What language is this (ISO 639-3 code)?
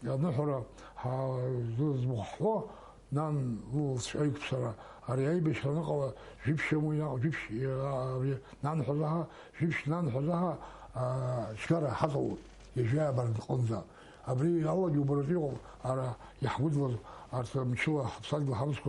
abk